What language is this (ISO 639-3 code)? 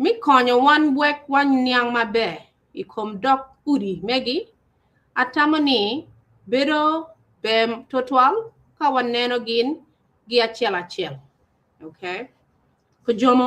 ach